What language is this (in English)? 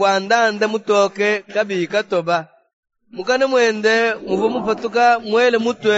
Luba-Lulua